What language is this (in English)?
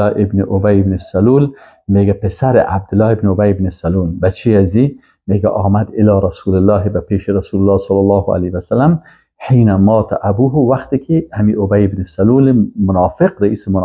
Persian